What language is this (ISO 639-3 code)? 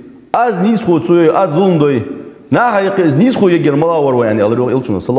inh